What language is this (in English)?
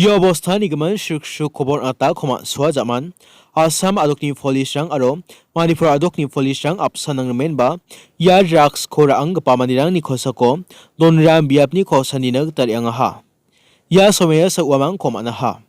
Garo